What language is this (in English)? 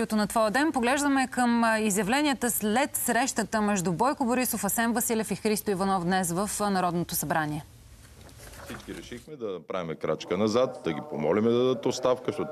Bulgarian